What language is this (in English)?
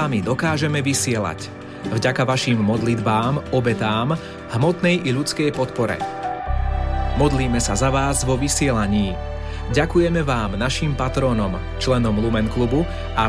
Slovak